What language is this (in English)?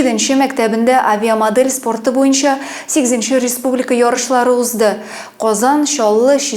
Tatar